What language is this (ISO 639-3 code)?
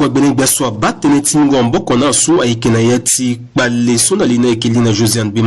sag